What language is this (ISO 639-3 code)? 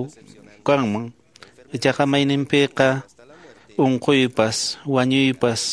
que